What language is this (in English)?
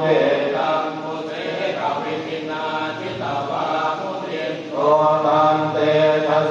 Pali